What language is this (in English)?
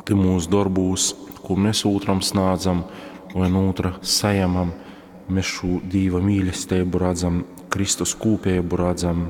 Latgalian